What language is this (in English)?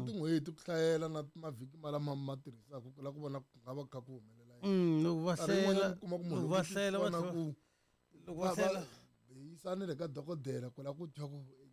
Tsonga